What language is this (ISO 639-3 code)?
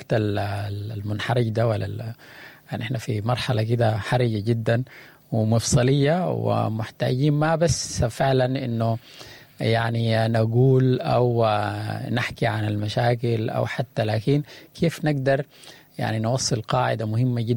apd